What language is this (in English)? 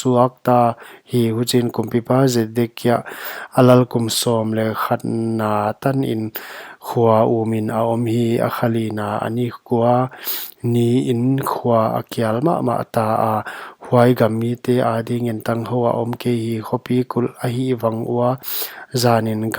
Paite Chin